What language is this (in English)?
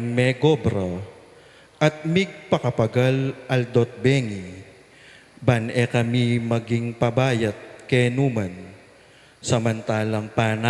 Pampanga